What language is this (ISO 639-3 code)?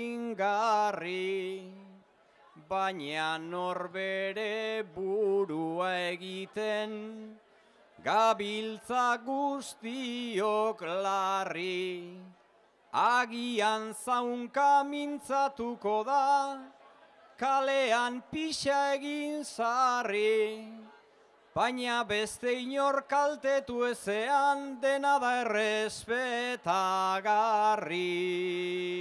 eus